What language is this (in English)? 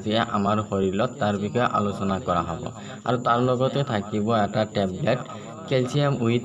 Assamese